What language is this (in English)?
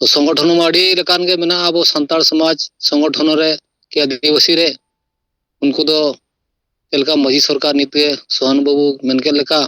Santali